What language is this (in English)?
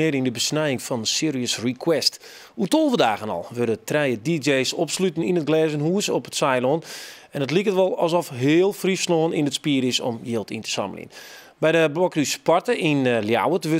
Western Frisian